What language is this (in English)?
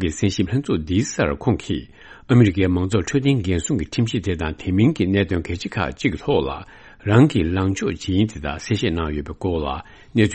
Tibetan